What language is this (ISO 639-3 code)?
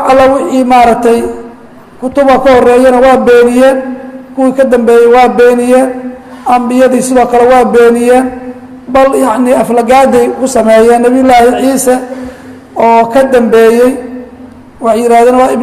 som